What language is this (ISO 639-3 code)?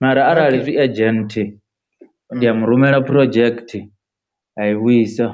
ven